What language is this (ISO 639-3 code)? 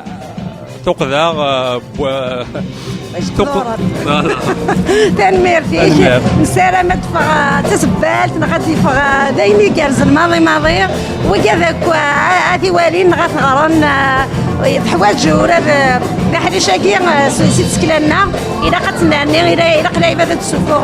kab